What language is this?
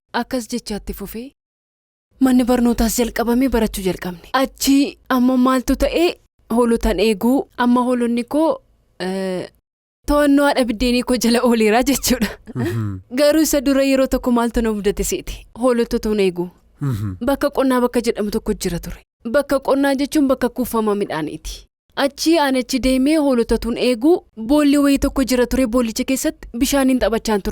Oromo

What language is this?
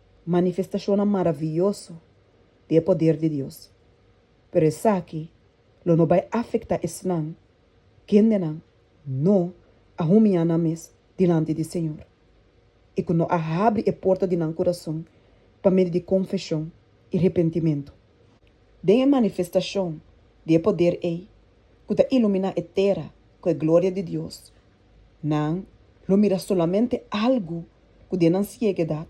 Papiamento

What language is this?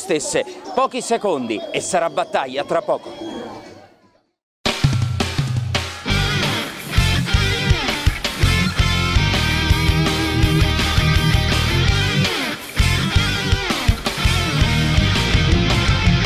Italian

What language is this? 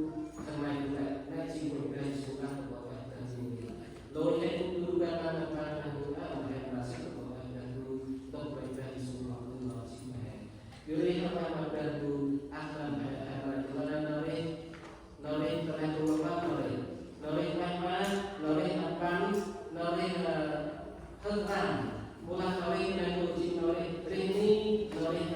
Central Mnong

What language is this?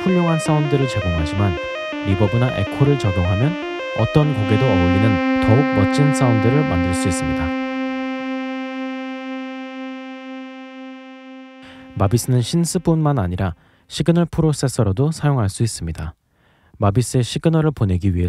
Korean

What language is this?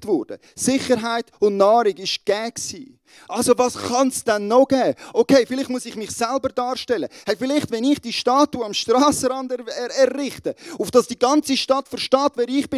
Swiss German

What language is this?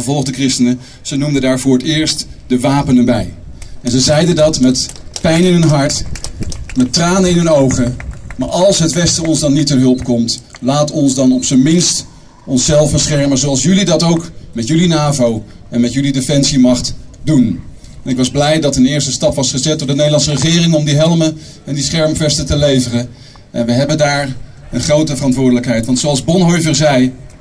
Dutch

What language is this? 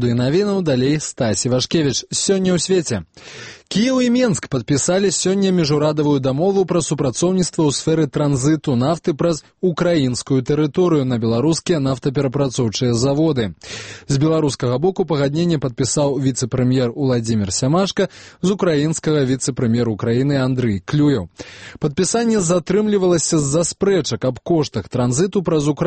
Belarusian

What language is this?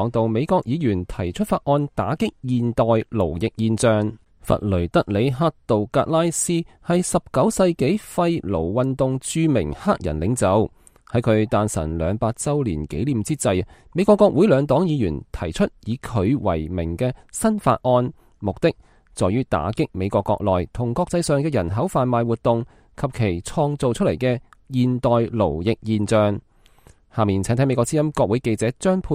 Cantonese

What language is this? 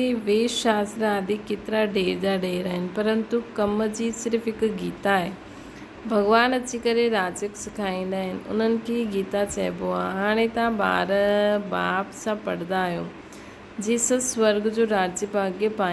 Sindhi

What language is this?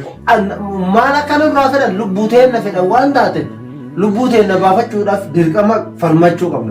Oromo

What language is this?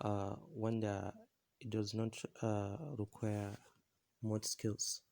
Hausa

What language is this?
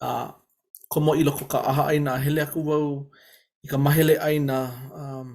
Hawaiian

